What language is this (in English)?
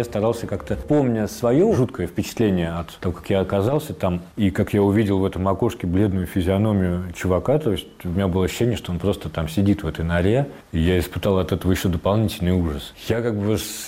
Russian